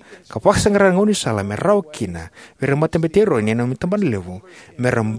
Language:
Fijian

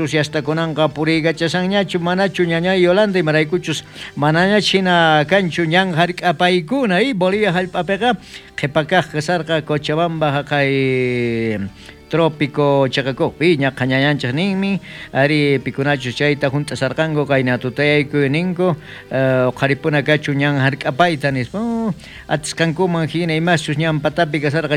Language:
South Bolivian Quechua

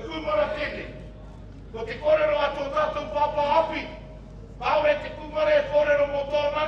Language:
Māori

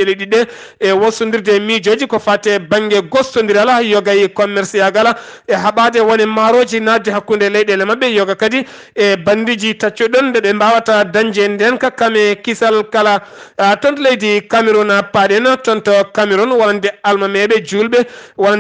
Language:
Fula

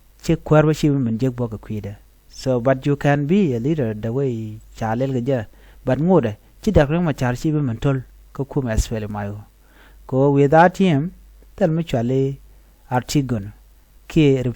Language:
Nuer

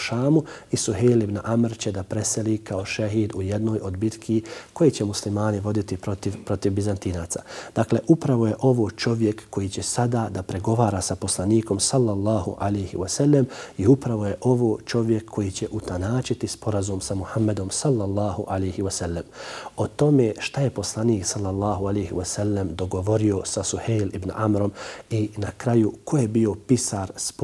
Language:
Bosnian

